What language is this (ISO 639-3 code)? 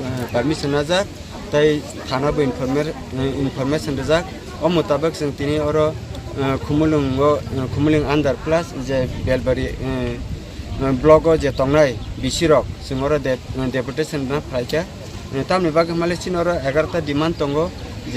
trp